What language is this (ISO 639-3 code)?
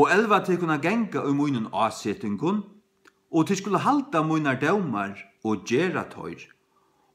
fao